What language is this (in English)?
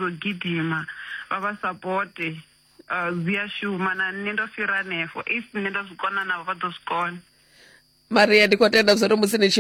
Venda